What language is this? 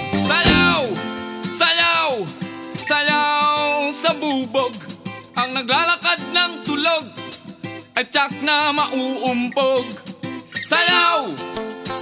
Filipino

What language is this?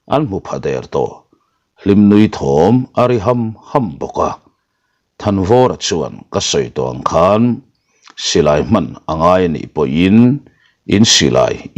Mizo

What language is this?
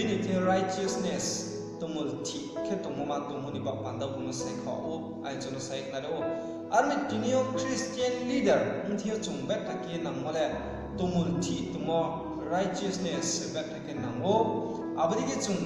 Riang (India)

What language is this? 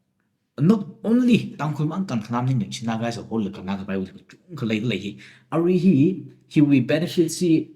Tangkhul Naga (India)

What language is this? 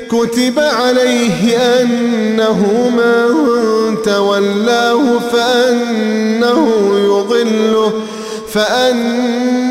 Arabic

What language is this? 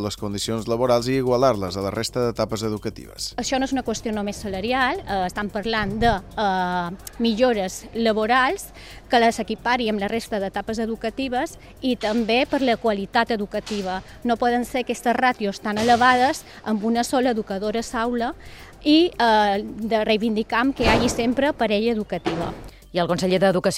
Catalan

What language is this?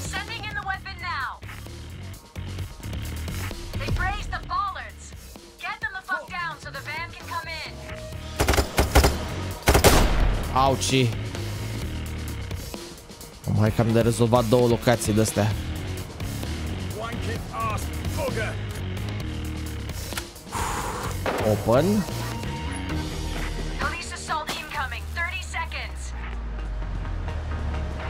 Romanian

